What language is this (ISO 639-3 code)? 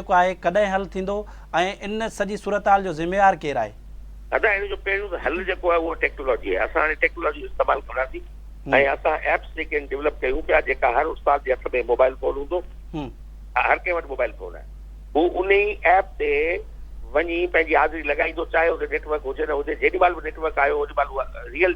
snd